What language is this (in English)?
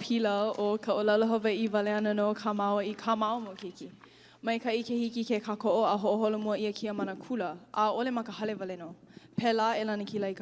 Hawaiian